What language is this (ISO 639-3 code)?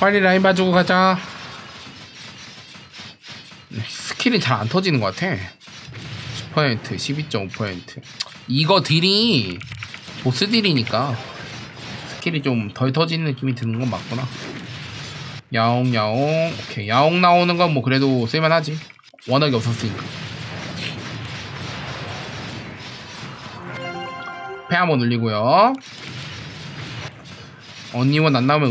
kor